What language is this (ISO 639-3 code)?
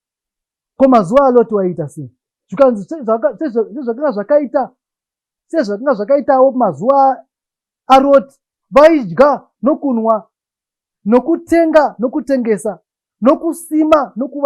sna